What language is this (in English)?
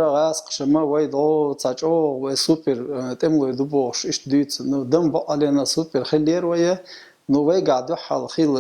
Chechen